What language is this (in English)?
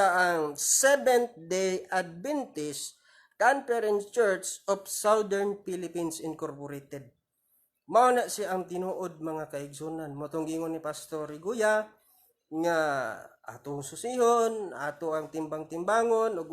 Cebuano